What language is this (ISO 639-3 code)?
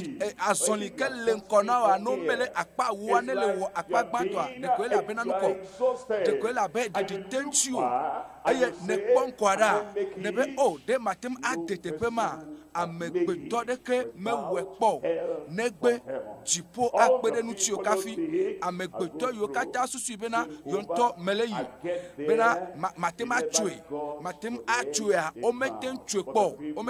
ewe